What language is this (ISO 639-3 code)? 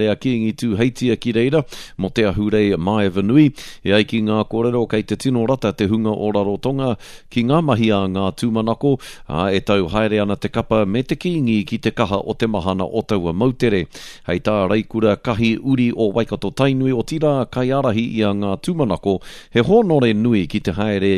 mri